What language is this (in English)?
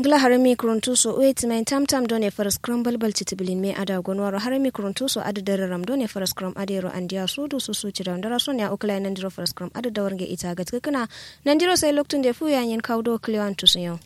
Kanuri